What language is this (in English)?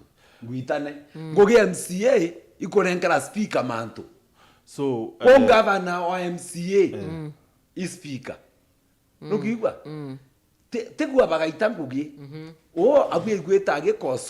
Meru